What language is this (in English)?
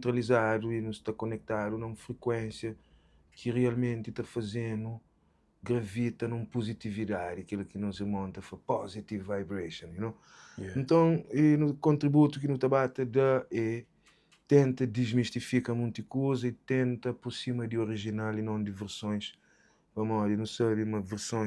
Kabuverdianu